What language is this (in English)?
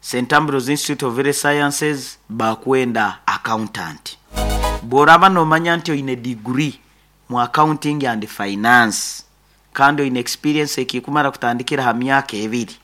Nyoro